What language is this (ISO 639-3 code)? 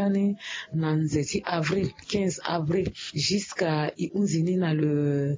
sag